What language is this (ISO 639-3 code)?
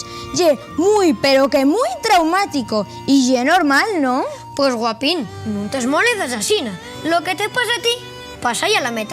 ast